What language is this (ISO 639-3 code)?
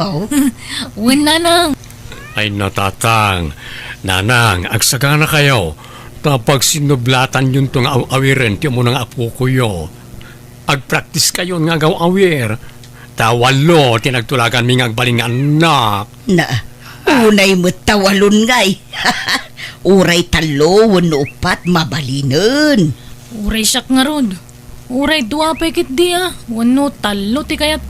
ilo